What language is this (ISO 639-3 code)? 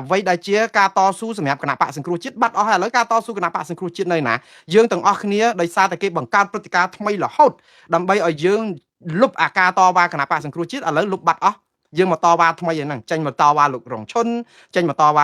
khm